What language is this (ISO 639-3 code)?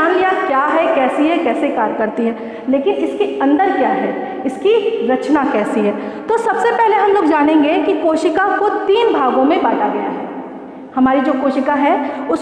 hin